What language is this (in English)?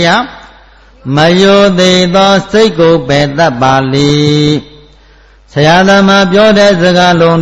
Burmese